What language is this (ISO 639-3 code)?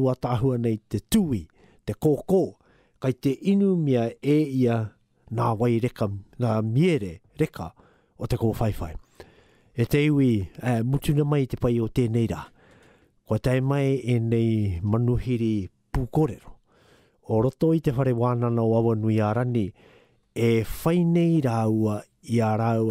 mri